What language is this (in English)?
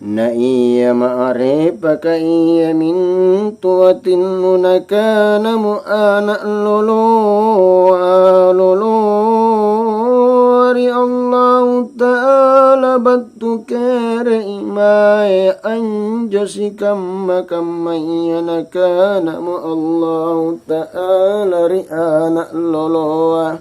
Makasar